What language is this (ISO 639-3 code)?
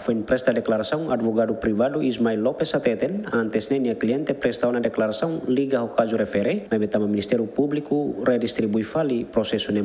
tet